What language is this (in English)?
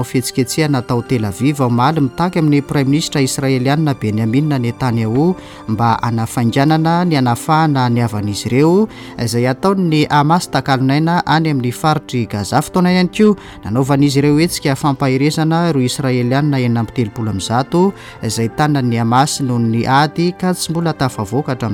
Malagasy